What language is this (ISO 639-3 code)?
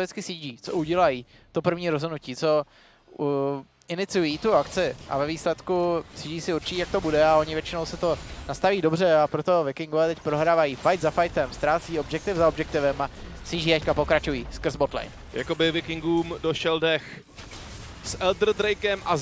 ces